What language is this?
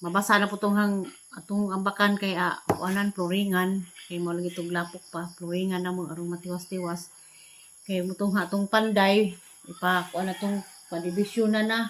Cebuano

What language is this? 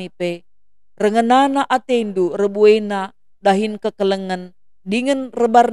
Batak Karo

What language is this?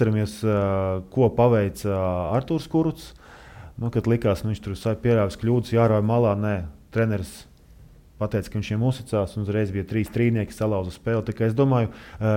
Latvian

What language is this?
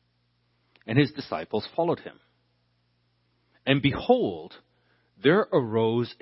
English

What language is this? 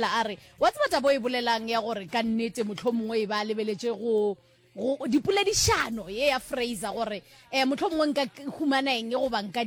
Northern Sotho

